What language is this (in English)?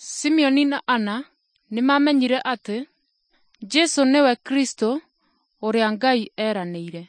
Kikuyu